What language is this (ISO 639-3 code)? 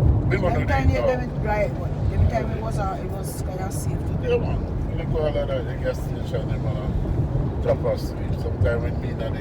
jam